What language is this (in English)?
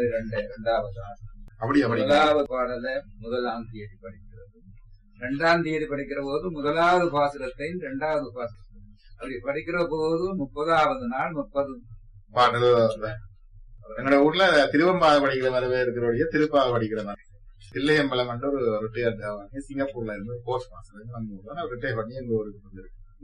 Tamil